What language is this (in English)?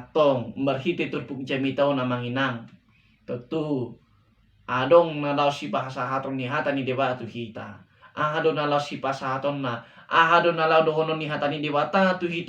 Batak Toba